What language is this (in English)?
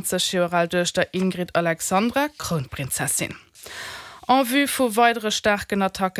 Luxembourgish